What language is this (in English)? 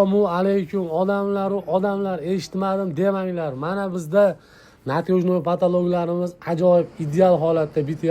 Uzbek